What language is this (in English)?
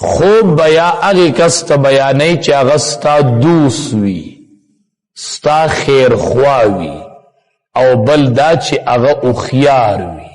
Pashto